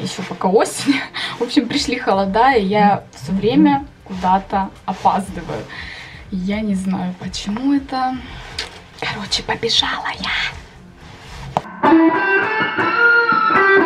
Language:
Russian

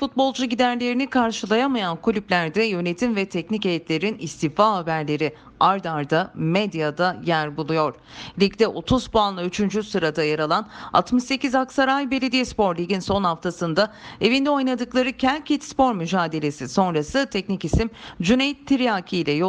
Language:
Turkish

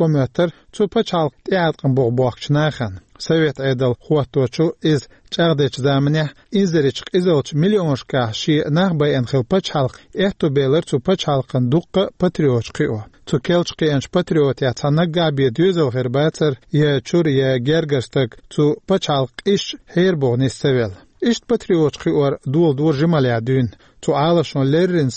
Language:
Chechen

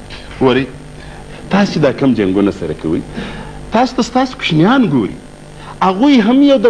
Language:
Pashto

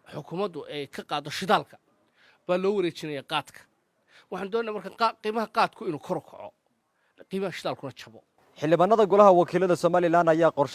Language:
Somali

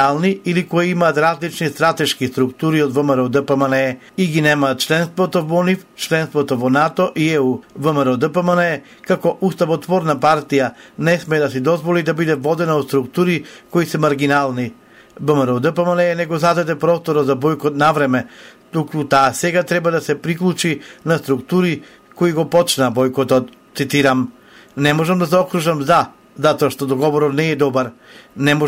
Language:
Macedonian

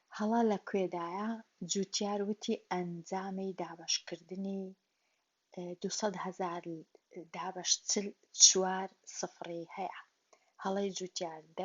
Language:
Central Kurdish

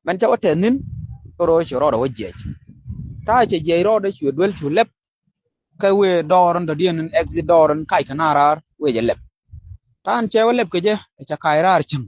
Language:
Nuer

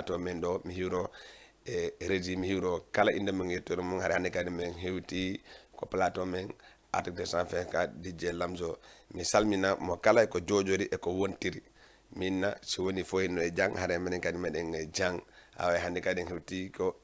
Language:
Fula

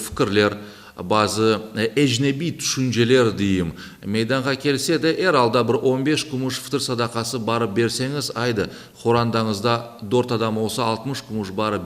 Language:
Crimean Tatar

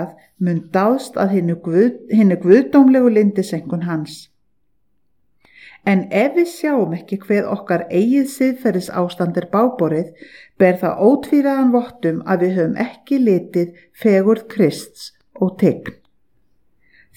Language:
Icelandic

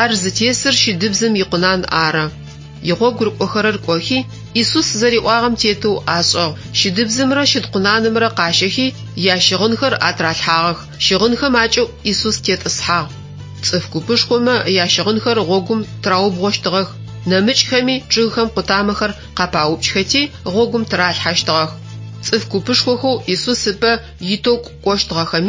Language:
Adyghe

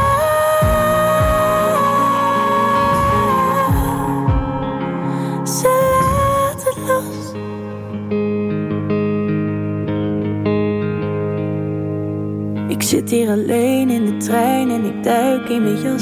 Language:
Dutch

